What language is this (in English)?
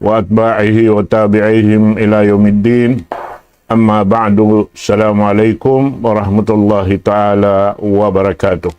Tausug